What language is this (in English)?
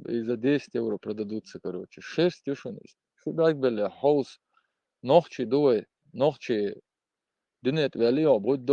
Chechen